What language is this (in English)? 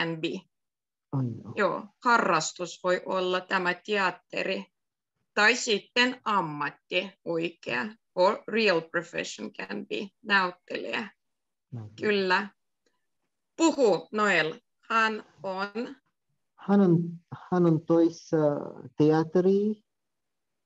Finnish